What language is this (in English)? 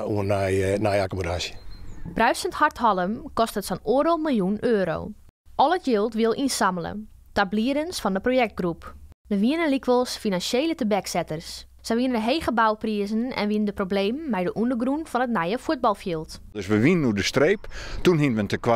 Western Frisian